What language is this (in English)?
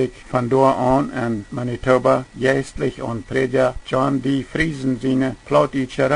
Plautdietsch